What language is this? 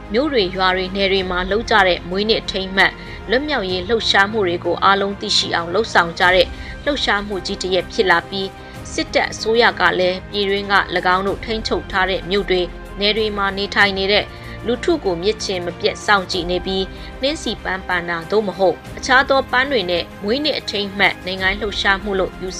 Burmese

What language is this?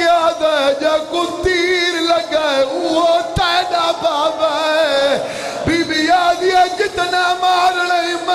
Saraiki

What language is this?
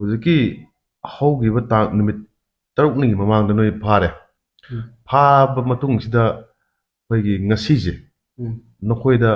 Manipuri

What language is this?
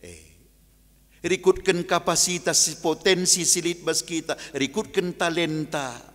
Batak Karo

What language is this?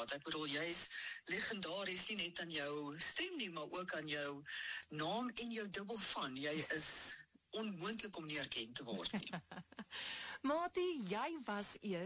Afrikaans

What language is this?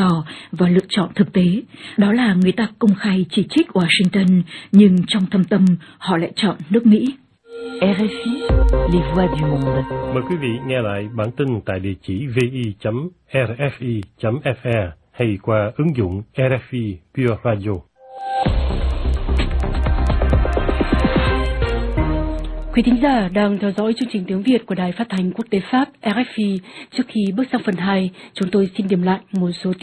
Vietnamese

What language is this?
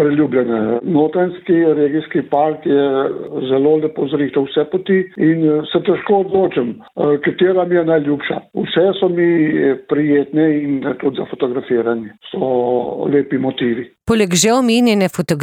Slovenian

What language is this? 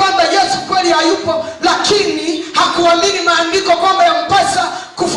Swahili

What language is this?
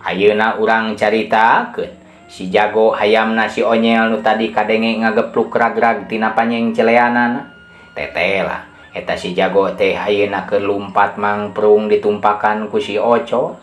Sundanese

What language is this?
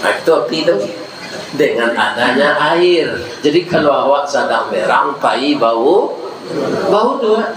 Minangkabau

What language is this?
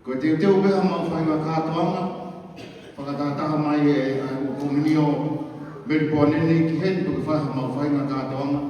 Tongan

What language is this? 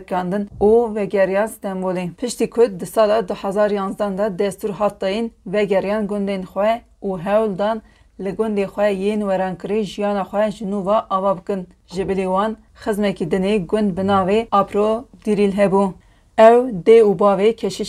Kurdish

